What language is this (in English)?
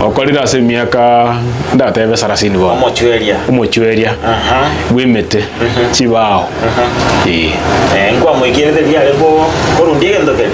Gusii